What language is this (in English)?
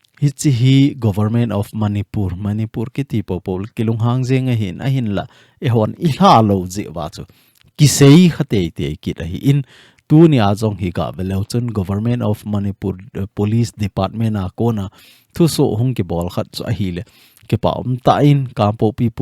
Thado Chin